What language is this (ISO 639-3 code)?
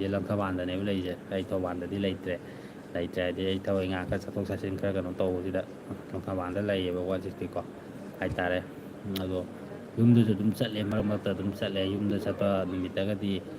mni